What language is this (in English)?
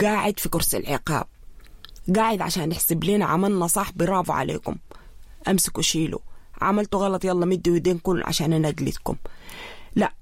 Sudanese Arabic